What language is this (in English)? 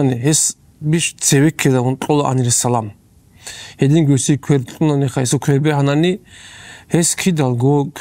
Avaric